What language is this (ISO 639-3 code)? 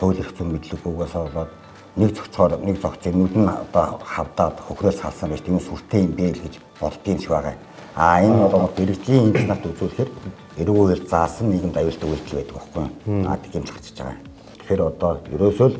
mon